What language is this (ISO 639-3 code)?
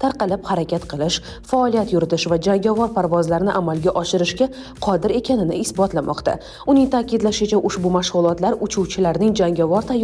uzb